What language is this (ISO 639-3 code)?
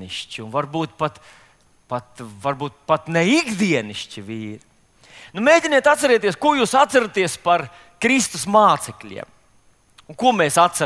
lav